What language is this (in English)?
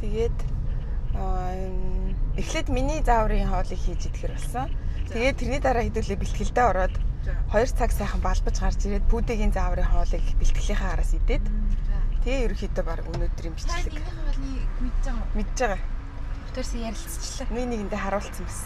Mongolian